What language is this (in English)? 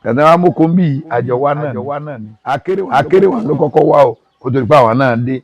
Yoruba